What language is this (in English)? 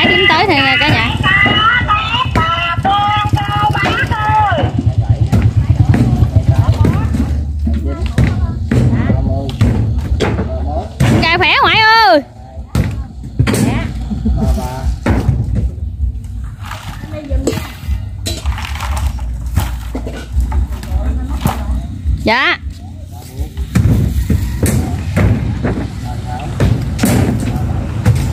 Vietnamese